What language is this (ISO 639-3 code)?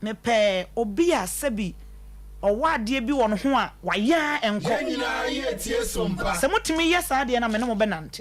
aka